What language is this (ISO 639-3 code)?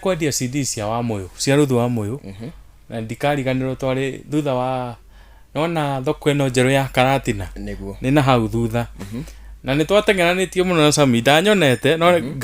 kik